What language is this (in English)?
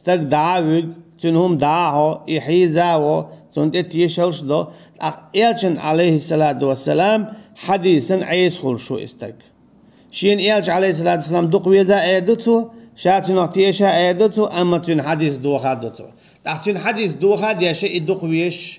Chechen